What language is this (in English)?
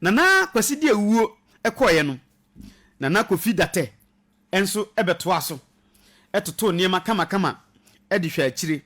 Akan